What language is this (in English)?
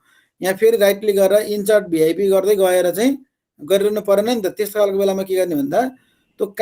Nepali